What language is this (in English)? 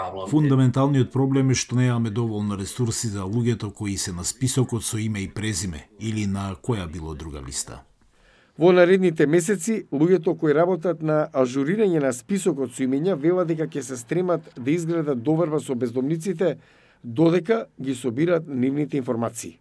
Macedonian